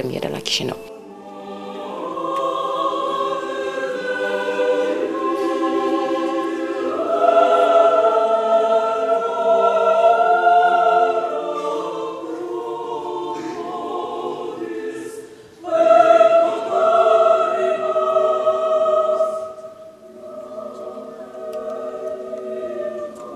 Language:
Romanian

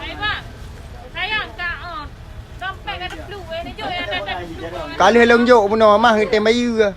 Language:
Achinese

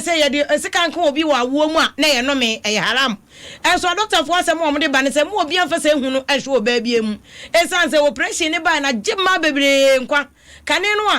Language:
Akan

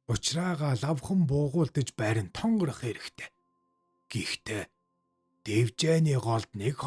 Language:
Mongolian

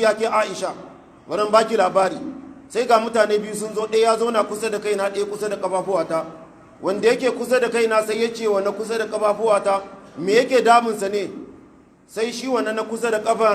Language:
Hausa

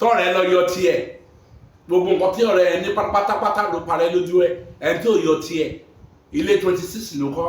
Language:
Yoruba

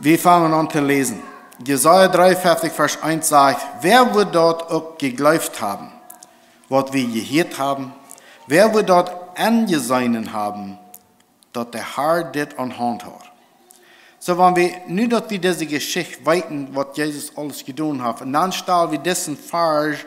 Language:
Plautdietsch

